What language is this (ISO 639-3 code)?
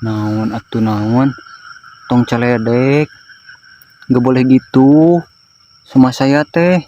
sun